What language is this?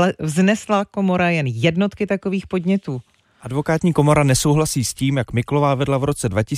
Czech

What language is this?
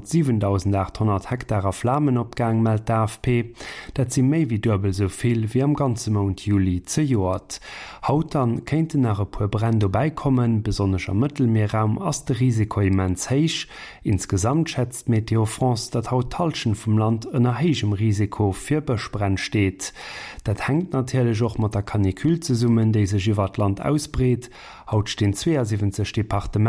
Luxembourgish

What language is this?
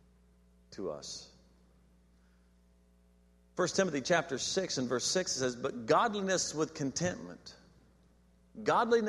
English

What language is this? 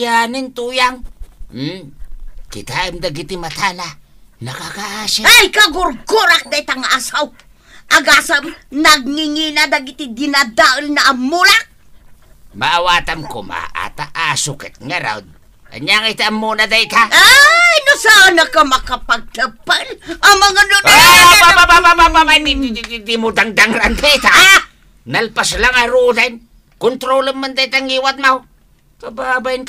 Iloko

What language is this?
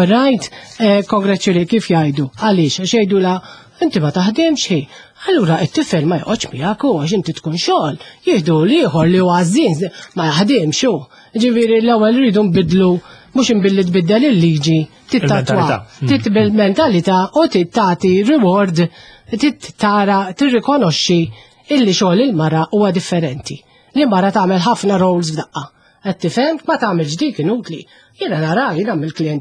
Maltese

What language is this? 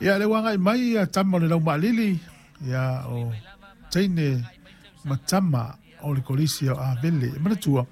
Samoan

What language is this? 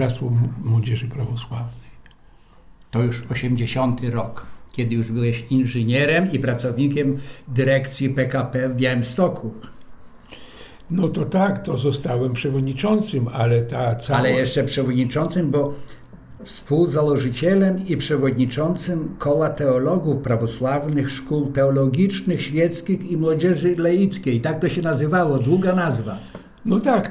Polish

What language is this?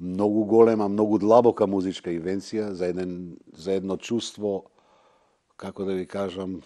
Macedonian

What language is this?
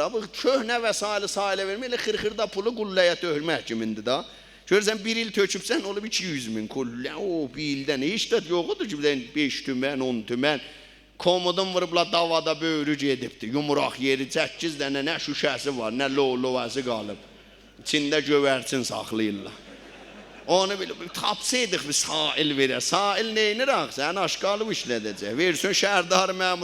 South Azerbaijani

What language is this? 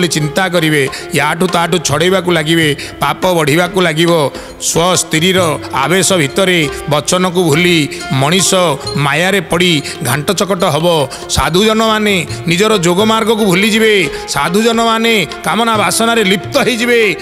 Odia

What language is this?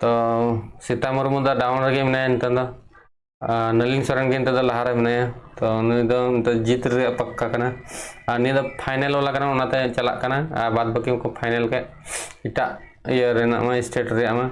Santali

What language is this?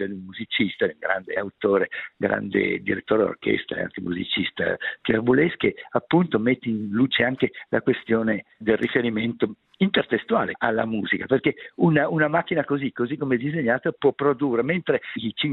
Italian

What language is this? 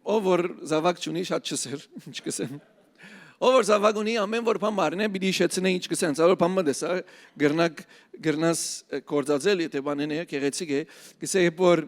Western Armenian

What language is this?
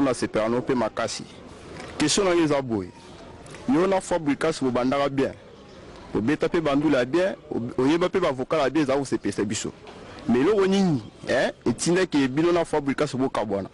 Lingala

